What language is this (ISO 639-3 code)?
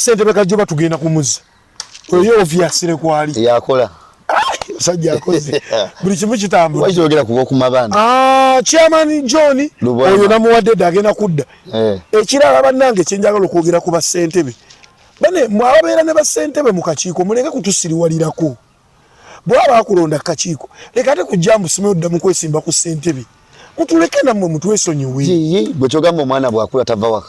lug